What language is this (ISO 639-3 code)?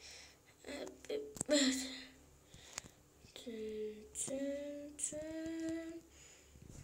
tur